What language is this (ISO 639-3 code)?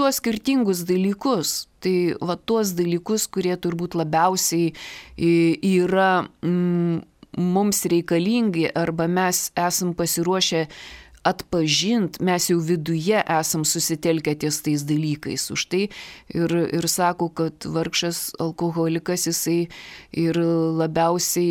lit